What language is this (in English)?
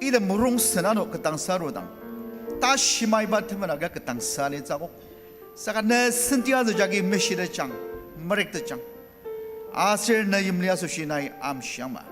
Ao Naga